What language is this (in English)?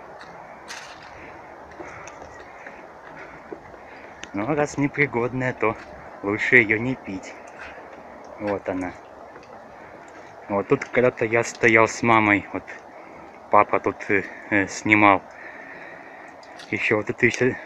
Russian